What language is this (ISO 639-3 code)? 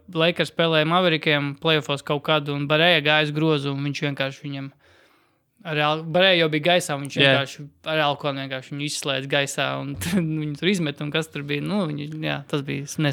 lav